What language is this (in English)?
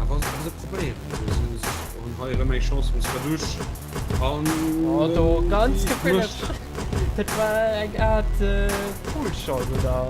Luxembourgish